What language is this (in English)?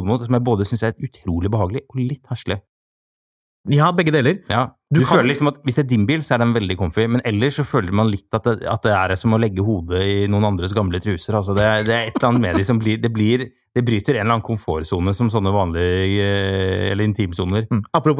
Norwegian